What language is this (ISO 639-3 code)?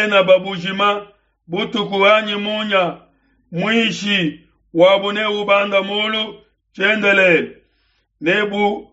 lua